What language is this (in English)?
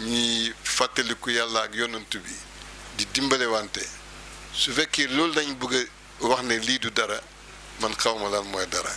Wolof